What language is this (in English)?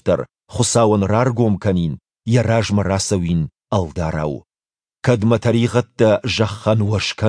Ossetic